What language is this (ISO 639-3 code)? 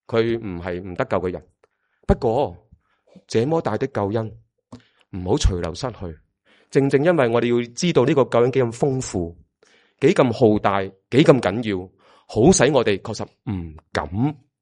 yue